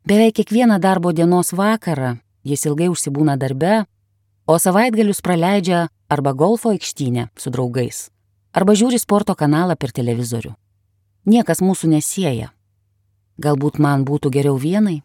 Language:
Lithuanian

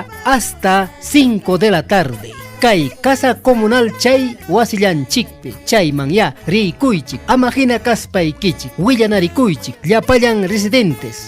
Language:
Ayacucho Quechua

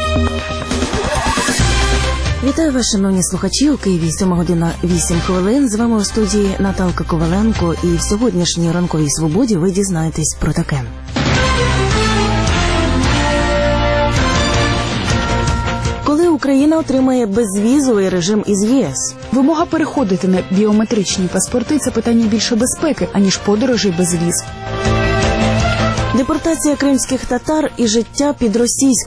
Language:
Ukrainian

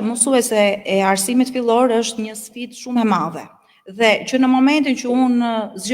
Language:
Albanian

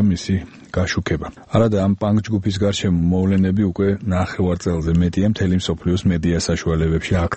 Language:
Georgian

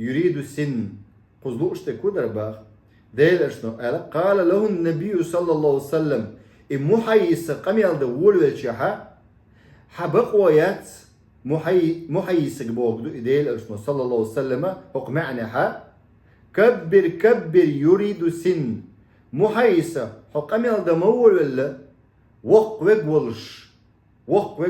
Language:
Chechen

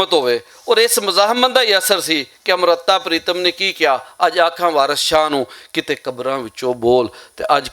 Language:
Western Panjabi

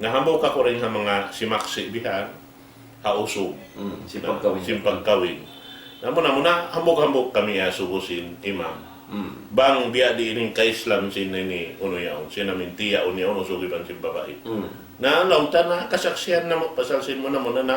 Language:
Tausug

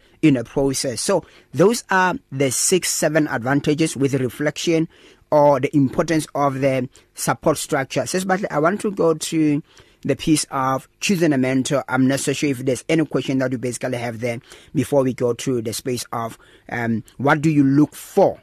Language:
English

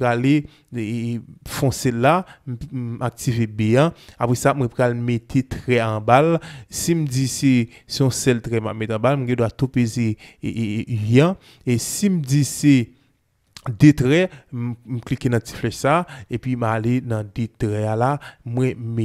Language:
Haitian Creole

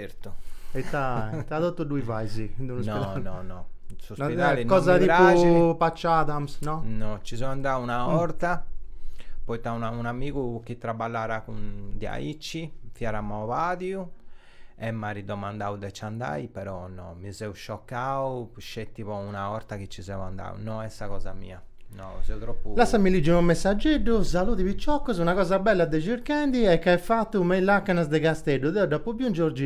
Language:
Sardinian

